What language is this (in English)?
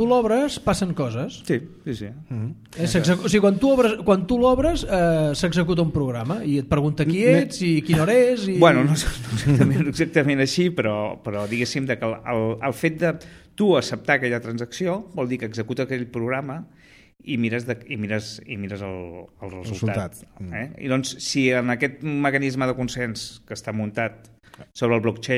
Catalan